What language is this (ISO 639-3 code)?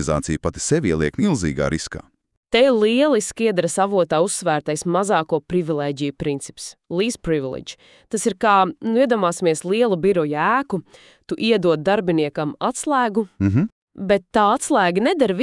lav